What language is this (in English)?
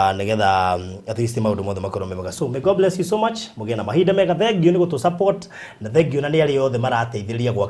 Kikuyu